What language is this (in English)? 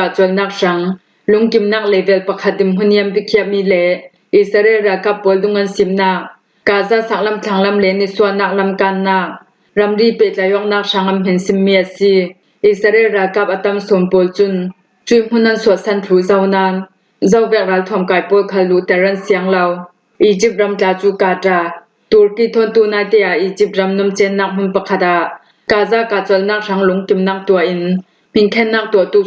Falam Chin